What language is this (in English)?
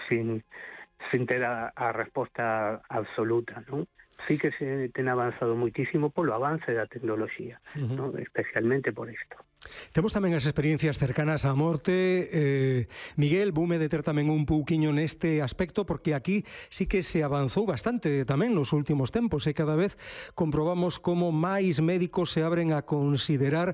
Galician